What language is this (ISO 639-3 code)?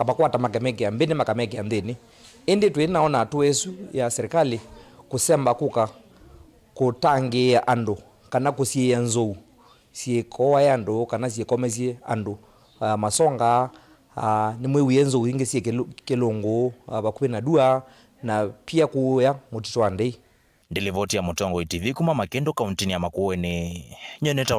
kam